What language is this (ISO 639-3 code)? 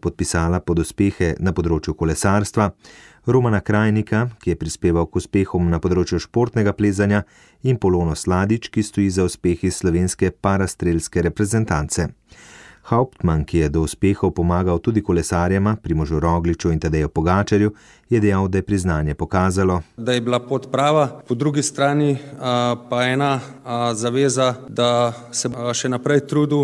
slv